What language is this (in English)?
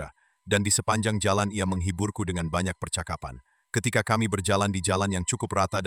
Indonesian